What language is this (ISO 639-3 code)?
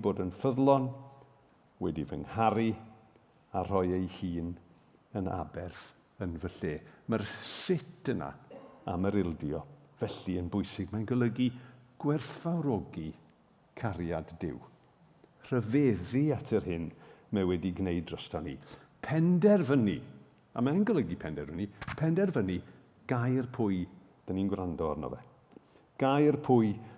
cym